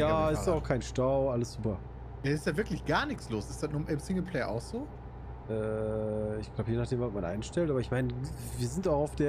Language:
German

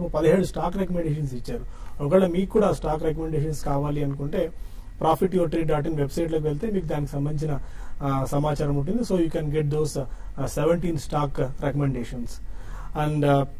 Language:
Telugu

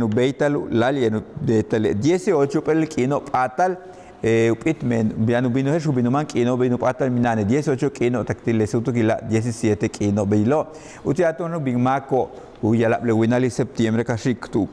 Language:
Yucateco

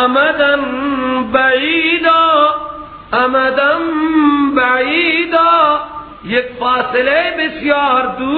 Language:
Persian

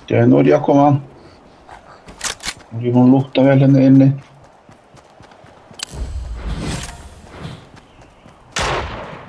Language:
Icelandic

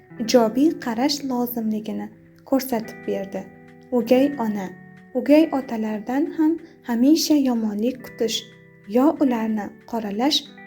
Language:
Uzbek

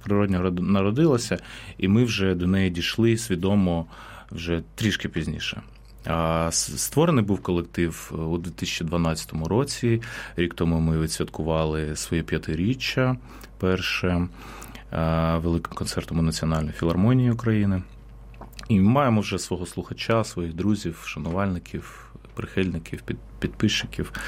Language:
Ukrainian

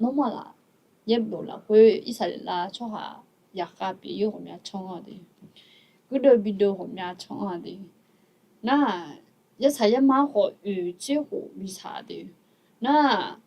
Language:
Akha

